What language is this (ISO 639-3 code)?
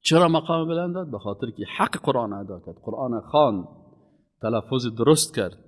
fas